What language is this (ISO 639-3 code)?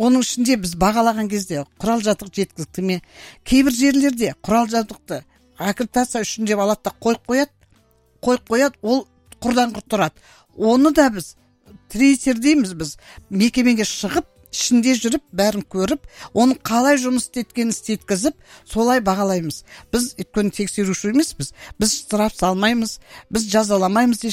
kaz